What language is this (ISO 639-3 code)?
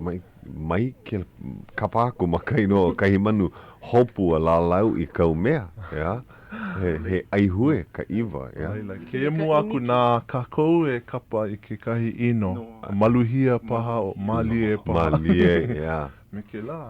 haw